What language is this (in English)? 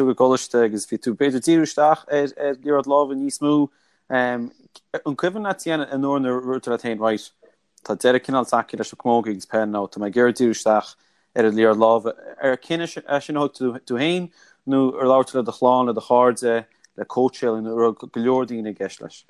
Irish